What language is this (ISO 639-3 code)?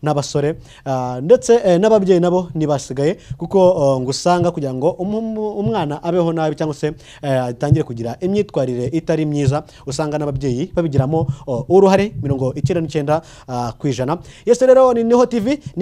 kin